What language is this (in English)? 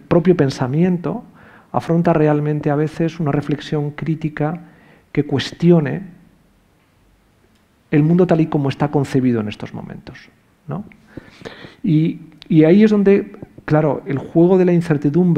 Spanish